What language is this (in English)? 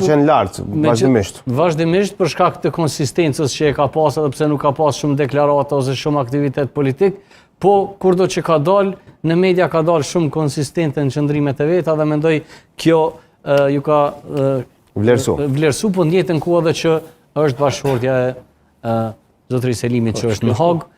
Albanian